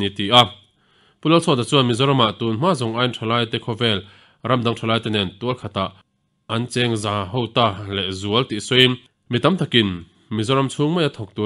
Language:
Mizo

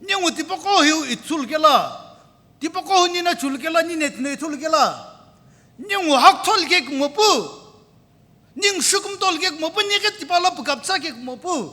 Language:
Sumi Naga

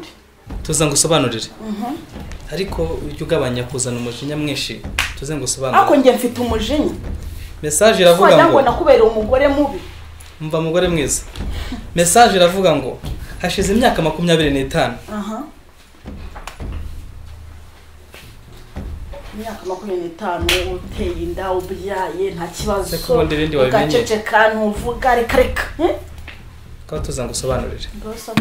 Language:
Kinyarwanda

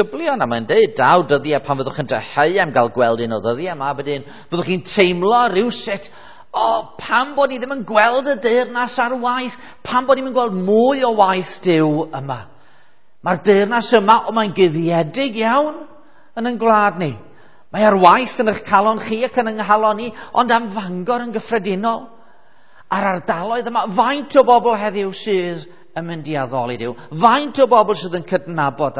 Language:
Welsh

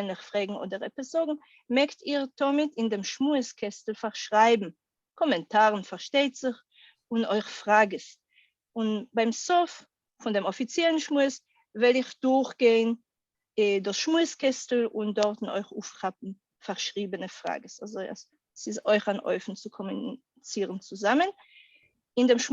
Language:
Yiddish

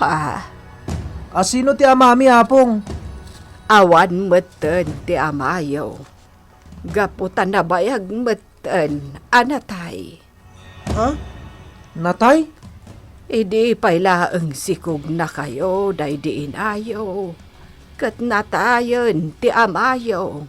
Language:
Iloko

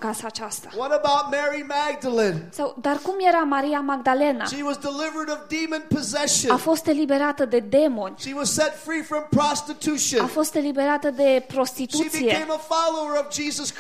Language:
Romanian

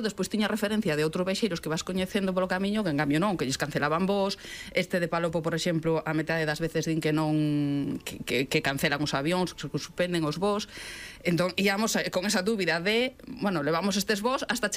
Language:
Galician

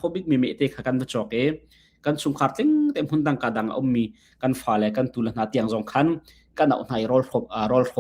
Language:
Hakha Chin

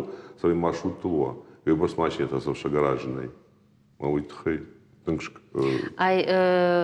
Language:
Ossetic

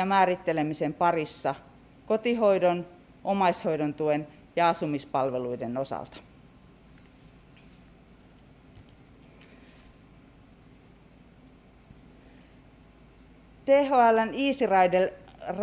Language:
Finnish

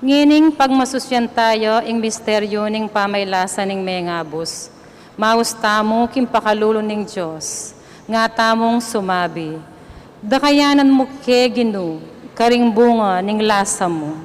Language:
Pampanga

